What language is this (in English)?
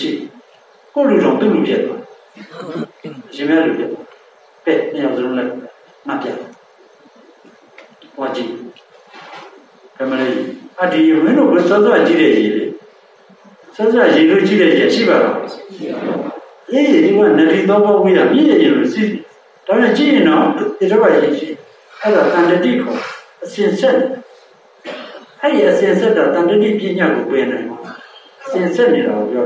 Burmese